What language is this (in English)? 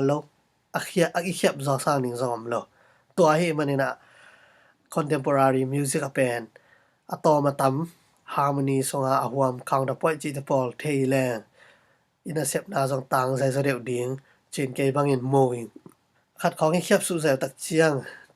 Tedim Chin